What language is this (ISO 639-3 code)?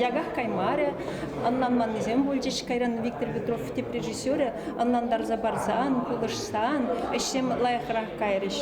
chv